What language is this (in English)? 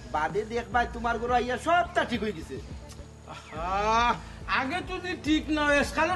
Sylheti